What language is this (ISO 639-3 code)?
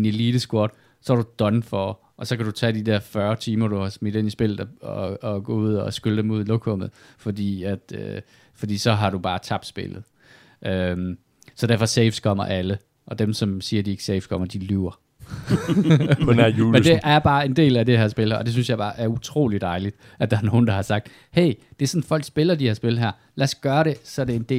dan